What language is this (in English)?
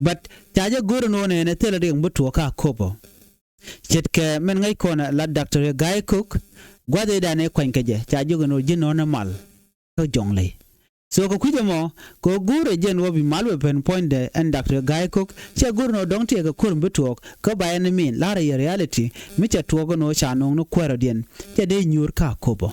Nuer